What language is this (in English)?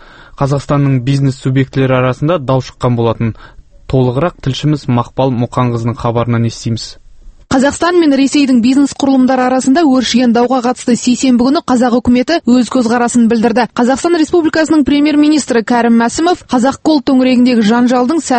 Kazakh